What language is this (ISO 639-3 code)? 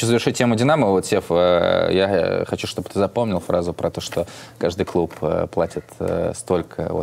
rus